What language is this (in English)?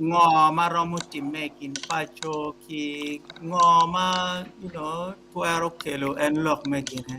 Acoli